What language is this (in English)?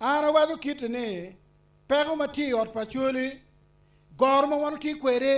Acoli